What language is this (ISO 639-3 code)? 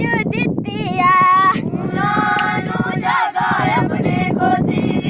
doi